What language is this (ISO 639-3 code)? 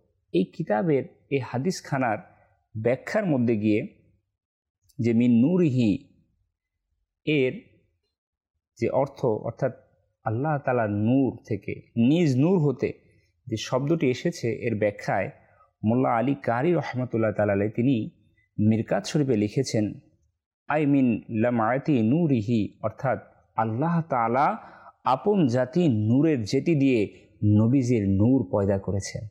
ben